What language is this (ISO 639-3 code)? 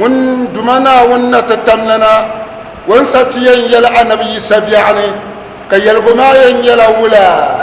dag